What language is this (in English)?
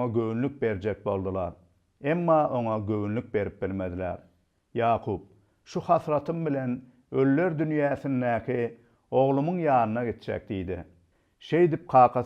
Turkmen